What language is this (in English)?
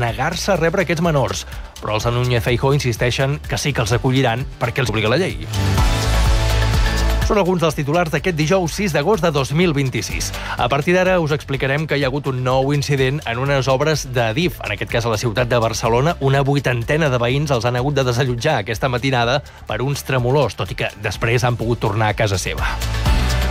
Catalan